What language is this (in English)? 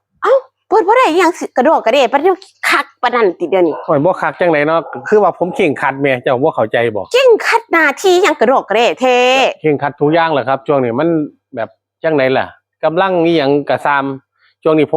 Northeastern Thai